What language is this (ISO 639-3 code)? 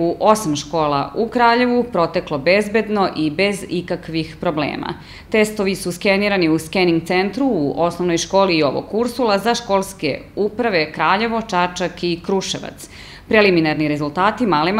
srp